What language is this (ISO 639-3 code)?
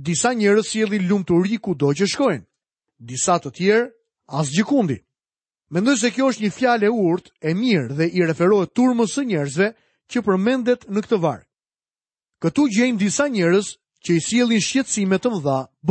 sqi